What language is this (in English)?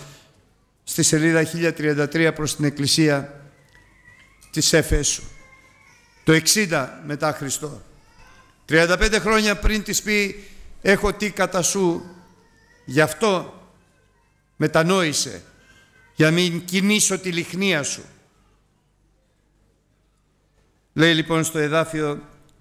Greek